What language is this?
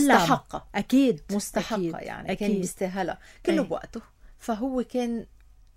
North Levantine Arabic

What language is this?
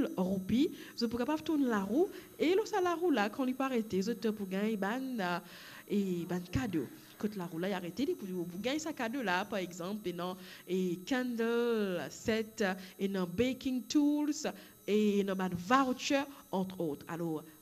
Morisyen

